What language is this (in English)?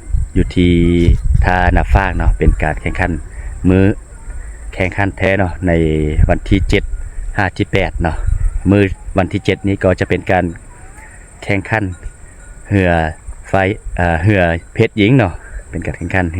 Lao